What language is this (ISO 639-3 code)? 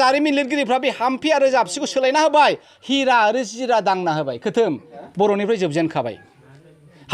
brx